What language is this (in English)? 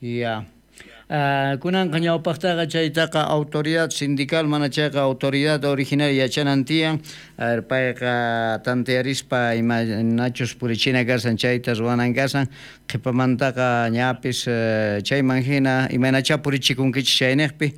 South Bolivian Quechua